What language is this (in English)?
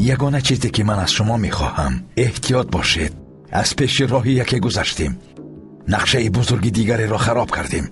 Persian